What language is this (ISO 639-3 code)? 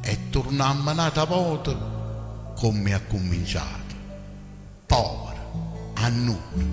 nap